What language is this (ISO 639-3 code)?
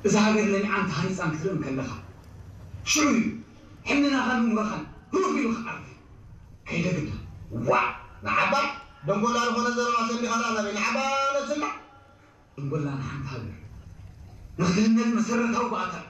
tir